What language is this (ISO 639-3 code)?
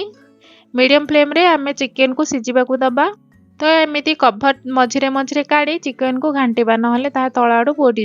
ori